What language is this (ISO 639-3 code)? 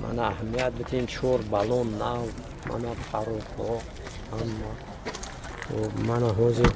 tgk